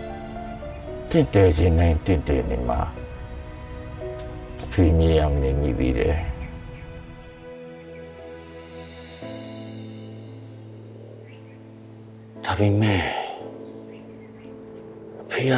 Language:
Burmese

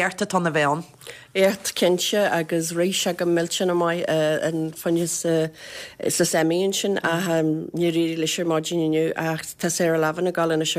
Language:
Irish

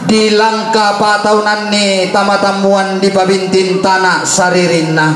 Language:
Toraja-Sa'dan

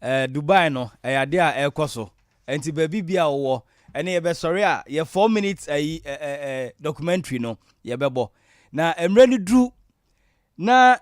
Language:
Akan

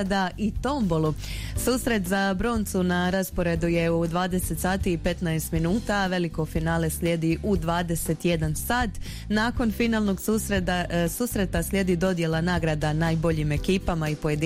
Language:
Croatian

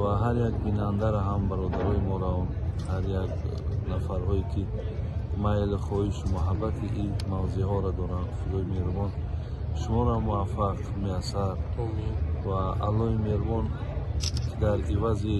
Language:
Tajik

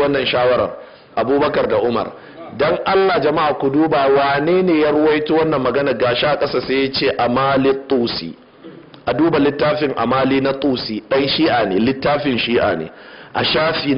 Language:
Hausa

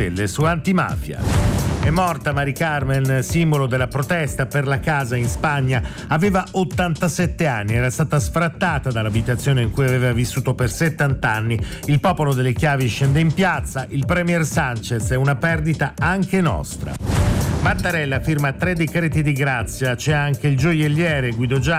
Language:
Italian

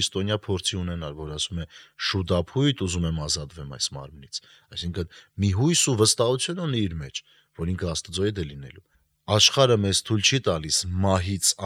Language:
Armenian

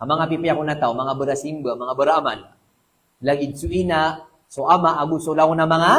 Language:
Maranao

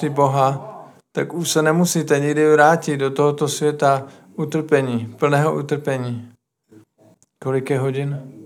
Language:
Czech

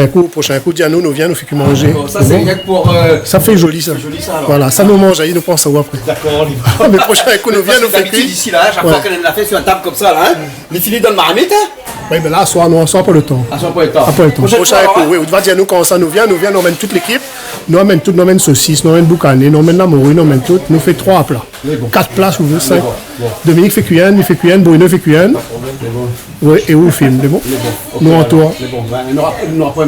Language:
Réunion Creole French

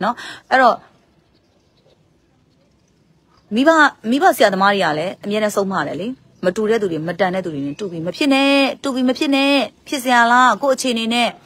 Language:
Burmese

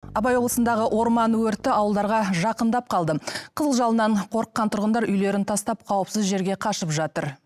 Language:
Kazakh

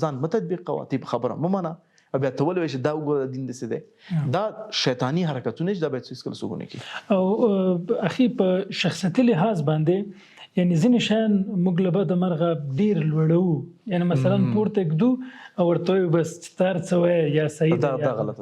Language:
Pashto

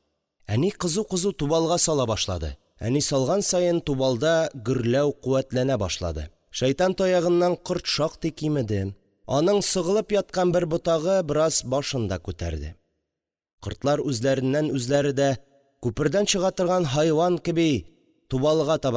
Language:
Tatar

